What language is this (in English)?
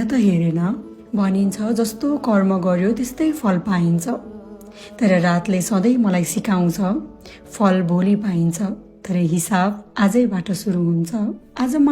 Nepali